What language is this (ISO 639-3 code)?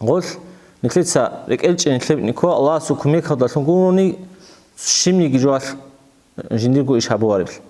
ava